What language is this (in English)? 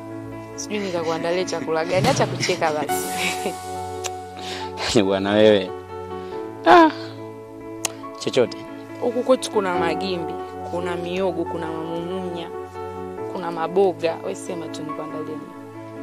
Swahili